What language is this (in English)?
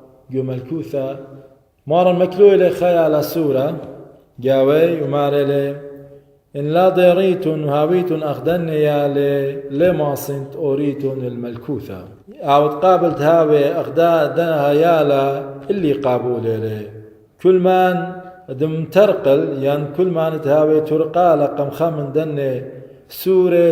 Assyrian Neo-Aramaic